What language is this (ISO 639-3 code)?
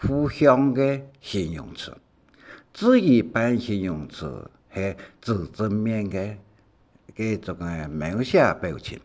hak